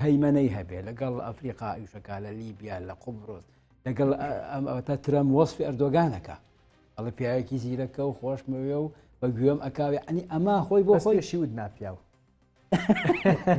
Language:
Central Kurdish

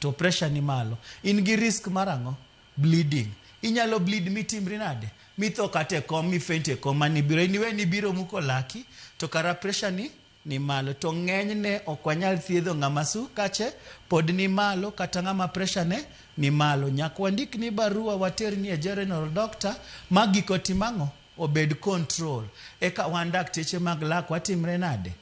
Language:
Luo (Kenya and Tanzania)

